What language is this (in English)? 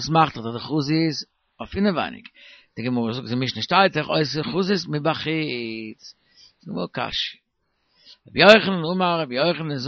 Yiddish